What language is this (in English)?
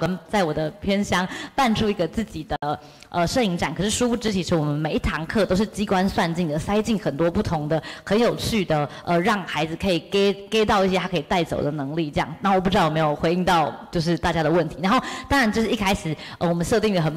Chinese